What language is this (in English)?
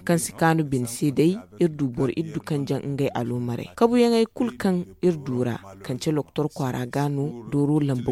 Zarma